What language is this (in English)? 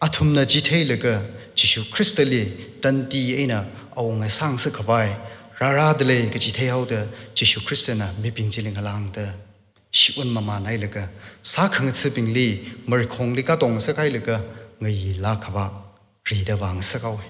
Tangkhul Naga (India)